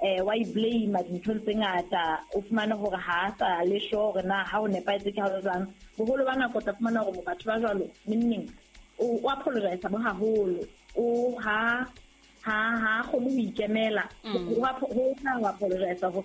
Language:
Southern Sotho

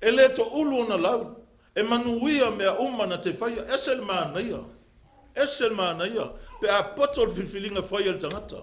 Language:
Samoan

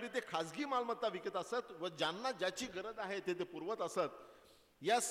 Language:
Marathi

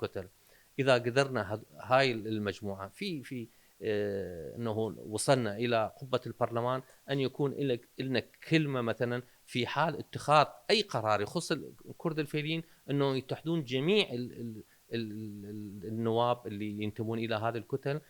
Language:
Mesopotamian Arabic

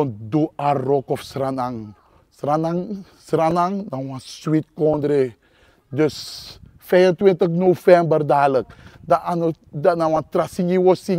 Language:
Sranan Tongo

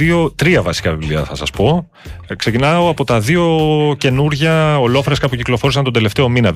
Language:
Greek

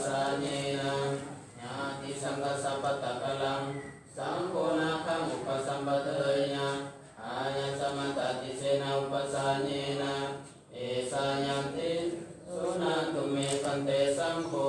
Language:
Pali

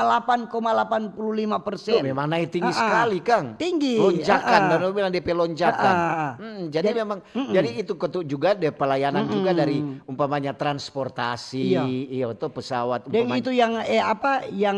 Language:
Manado Malay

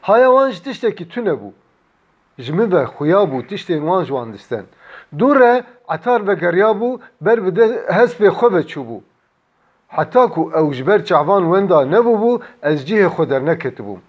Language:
Kurdish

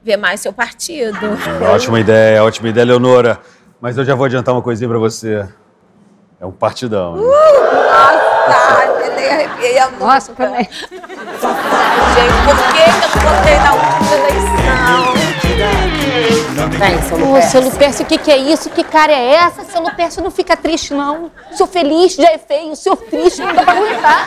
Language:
Portuguese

